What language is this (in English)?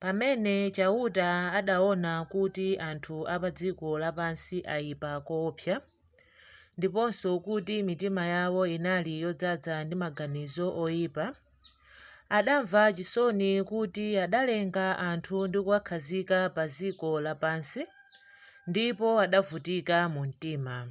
Nyanja